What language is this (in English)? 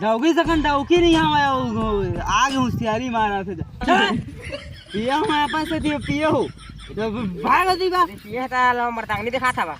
Chhattisgarhi